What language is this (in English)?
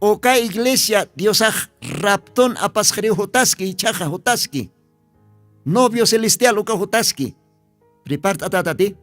Aymara